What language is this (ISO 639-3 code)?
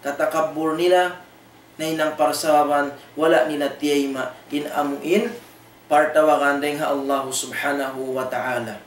tsg